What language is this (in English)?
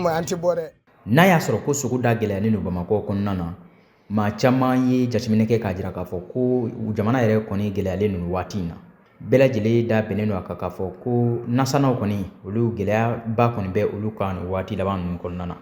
Bambara